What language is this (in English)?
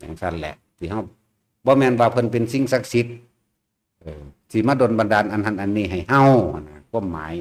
Northeastern Thai